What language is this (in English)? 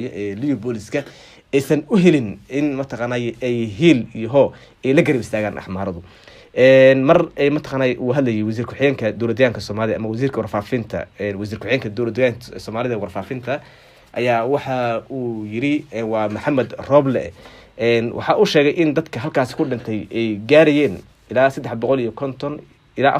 Somali